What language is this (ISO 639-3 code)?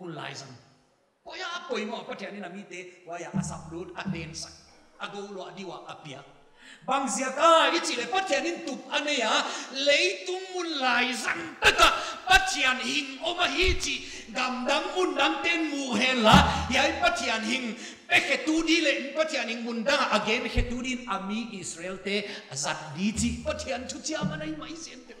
pck